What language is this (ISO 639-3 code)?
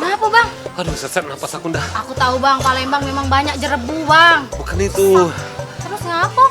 mui